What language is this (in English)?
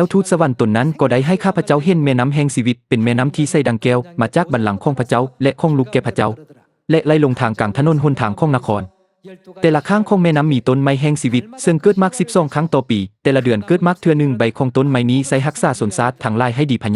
Lao